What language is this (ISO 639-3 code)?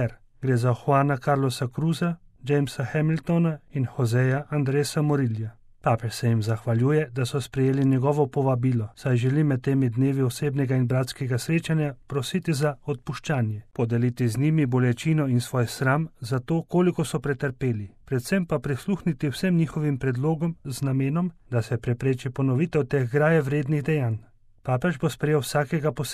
slv